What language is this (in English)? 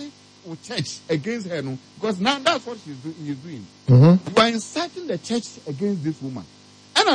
Akan